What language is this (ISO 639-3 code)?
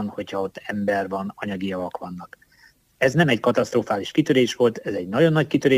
hun